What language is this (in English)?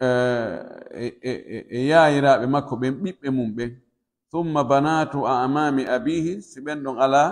Pular